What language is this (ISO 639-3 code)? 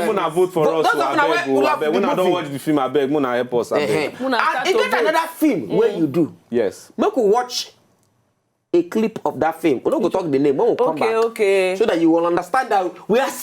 pcm